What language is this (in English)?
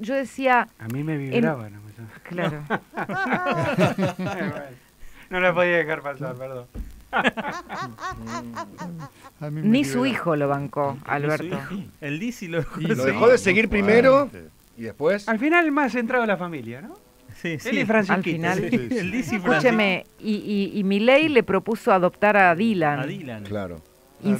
Spanish